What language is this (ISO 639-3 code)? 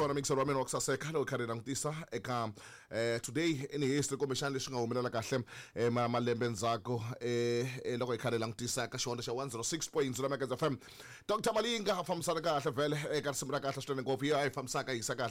tso